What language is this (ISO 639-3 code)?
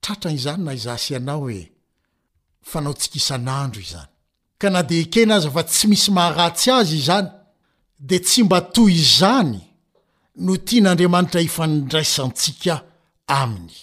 mlg